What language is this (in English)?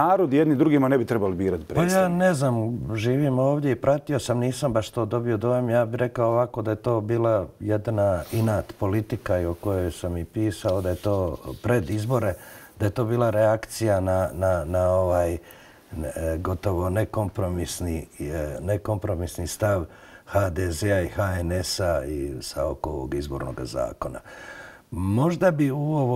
Bosnian